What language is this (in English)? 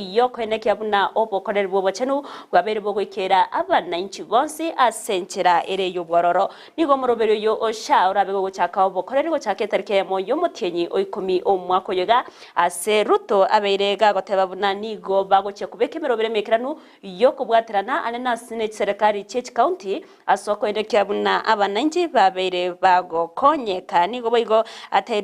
Gusii